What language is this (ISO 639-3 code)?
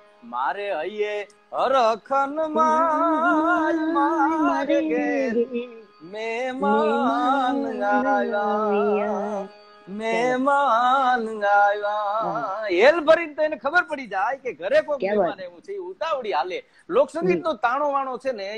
guj